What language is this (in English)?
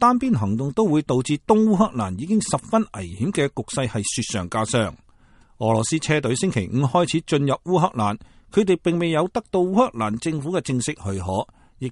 Cantonese